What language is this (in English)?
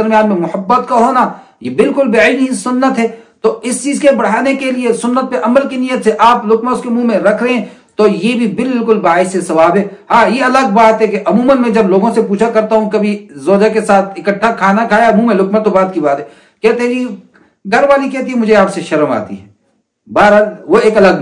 Urdu